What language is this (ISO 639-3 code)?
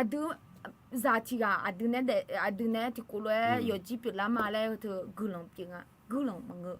ahk